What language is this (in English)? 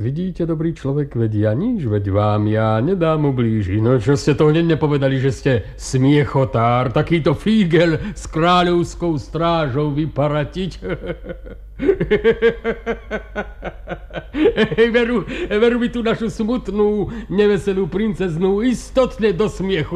Slovak